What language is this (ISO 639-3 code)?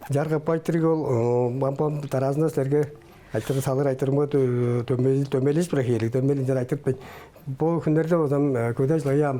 tyv